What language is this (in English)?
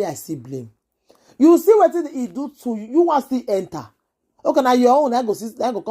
Nigerian Pidgin